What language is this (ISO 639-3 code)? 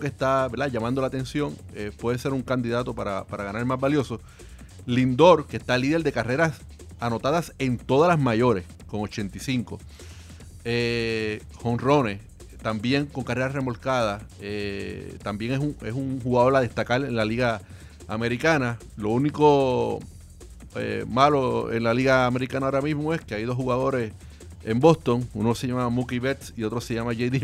spa